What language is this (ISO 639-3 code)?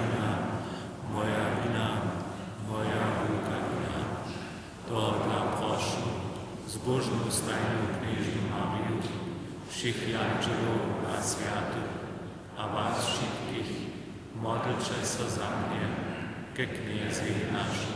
hsb